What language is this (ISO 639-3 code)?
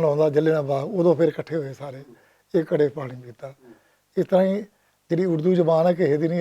lah